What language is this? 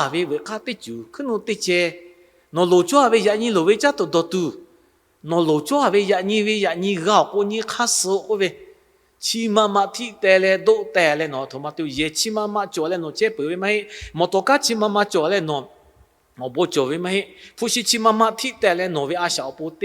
Lahu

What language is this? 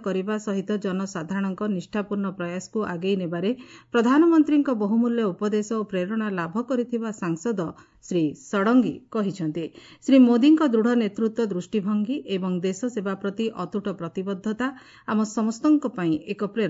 Odia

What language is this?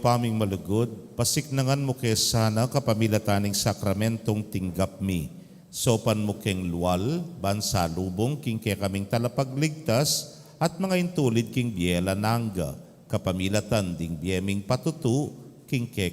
Pampanga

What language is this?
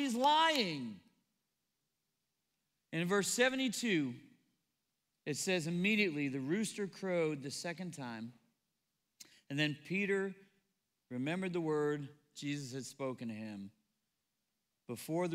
English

